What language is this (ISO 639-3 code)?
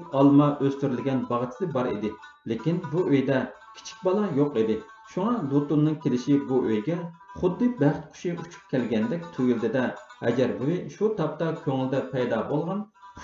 uig